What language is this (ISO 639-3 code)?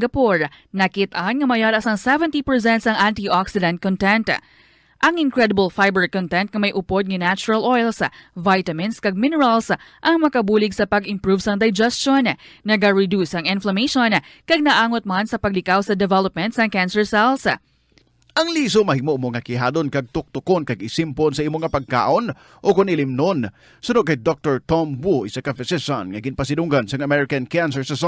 hil